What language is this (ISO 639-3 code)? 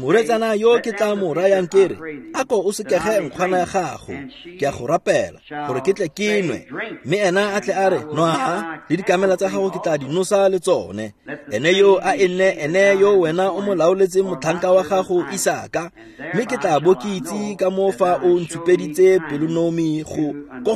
tsn